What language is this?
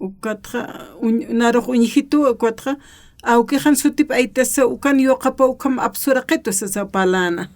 Aymara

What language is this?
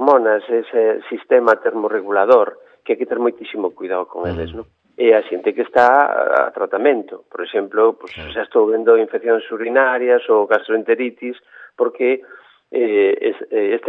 Galician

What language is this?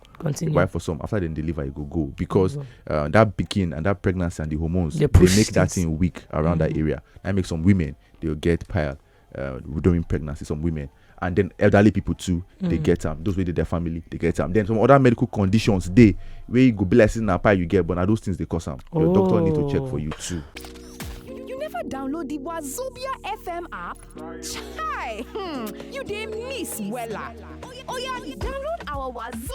Nigerian Pidgin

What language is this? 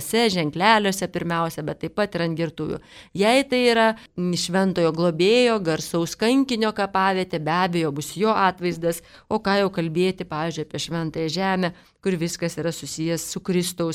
Lithuanian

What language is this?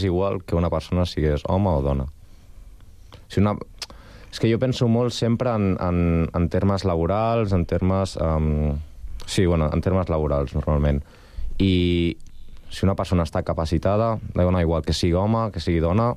Catalan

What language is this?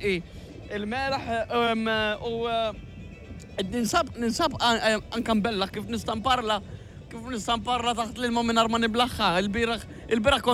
Maltese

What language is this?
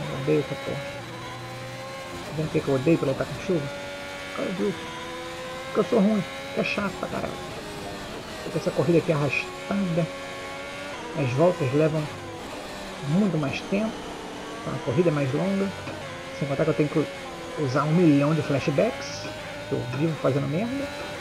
Portuguese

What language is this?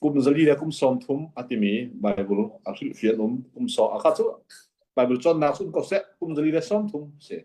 Hakha Chin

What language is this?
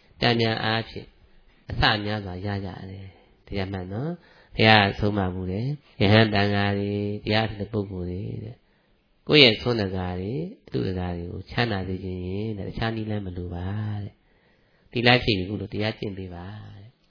Burmese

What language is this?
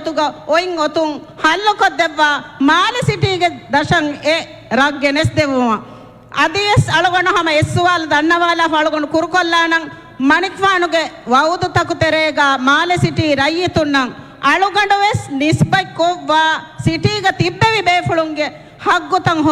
Divehi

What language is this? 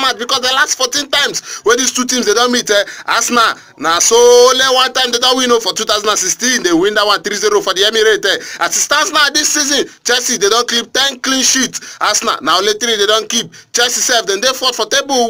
Nigerian Pidgin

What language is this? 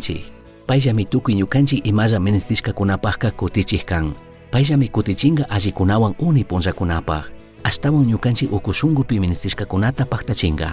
Chimborazo Highland Quichua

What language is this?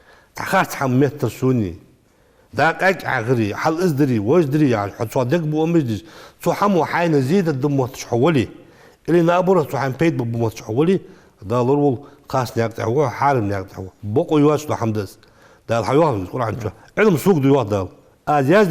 Ingush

